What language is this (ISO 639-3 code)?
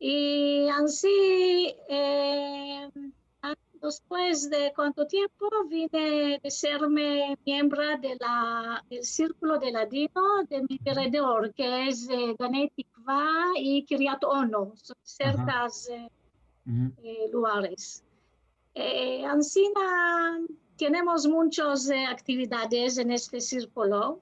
lad